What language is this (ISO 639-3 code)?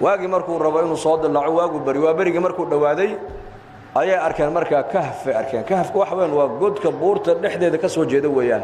som